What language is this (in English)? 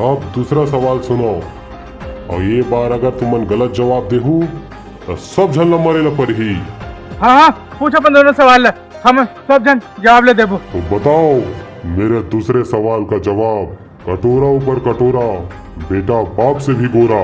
Chhattisgarhi